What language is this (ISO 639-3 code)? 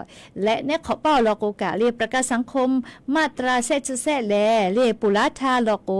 lhu